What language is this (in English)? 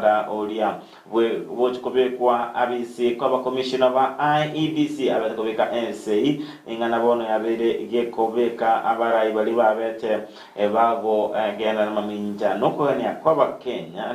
Gusii